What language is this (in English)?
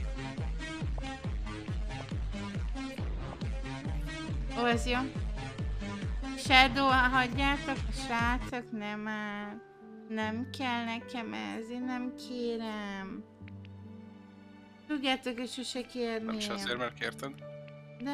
Hungarian